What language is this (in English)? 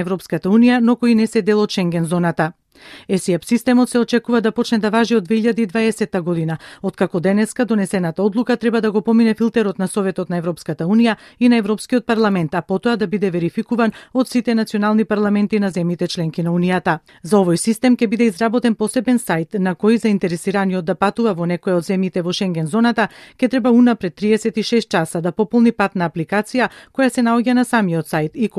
Macedonian